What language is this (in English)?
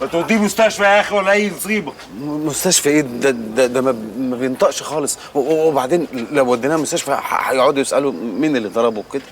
Egyptian Arabic